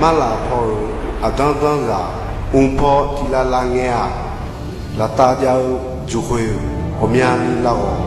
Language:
Akha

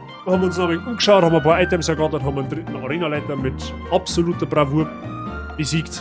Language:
Bavarian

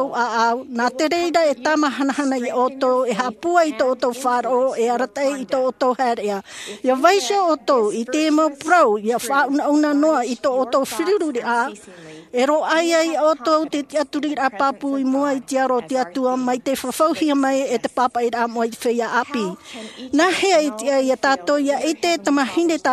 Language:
Tahitian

